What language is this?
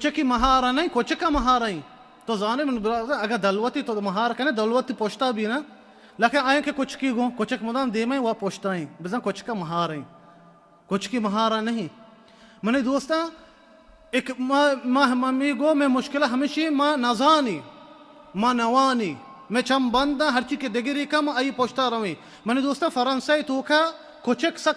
Baluchi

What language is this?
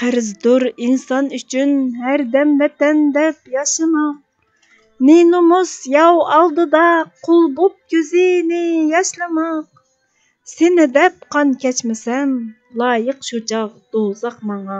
Uyghur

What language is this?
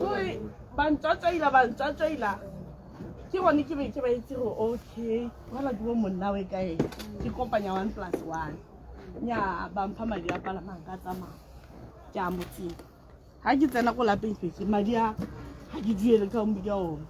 Tswana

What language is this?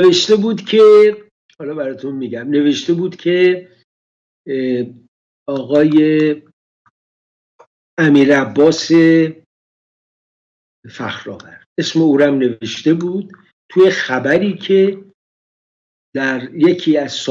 Persian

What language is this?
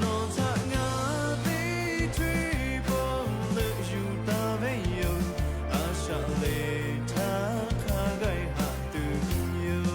Lahu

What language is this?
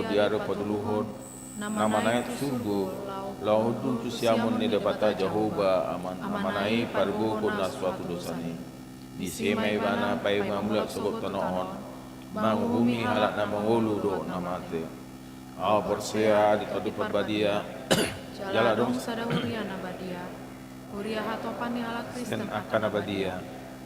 Batak Toba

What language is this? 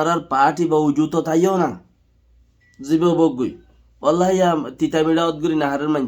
Rohingya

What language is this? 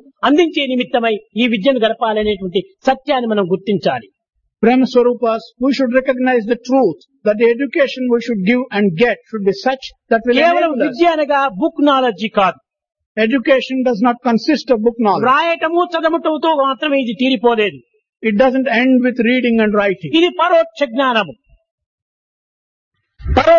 Telugu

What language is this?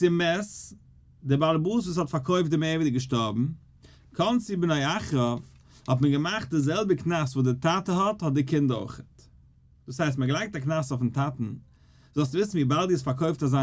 Yiddish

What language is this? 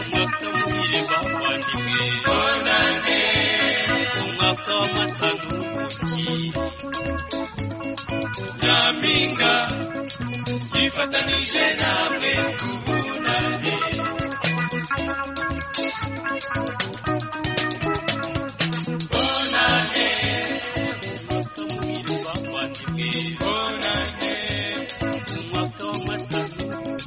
Kinyarwanda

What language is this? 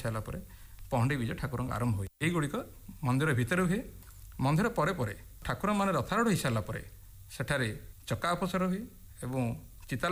Odia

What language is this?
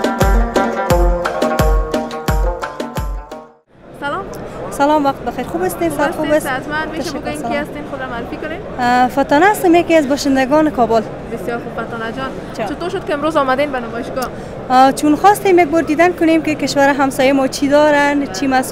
Persian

